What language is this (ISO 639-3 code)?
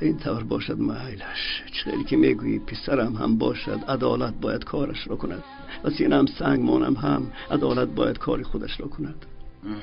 tgk